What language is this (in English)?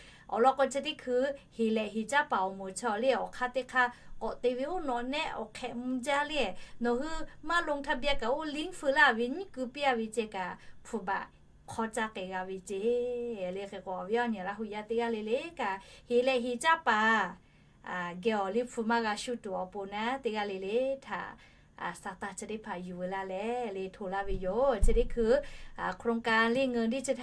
Lahu